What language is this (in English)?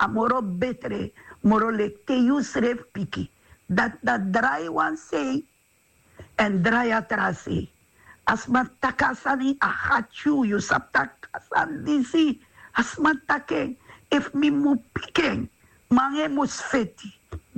Sranan Tongo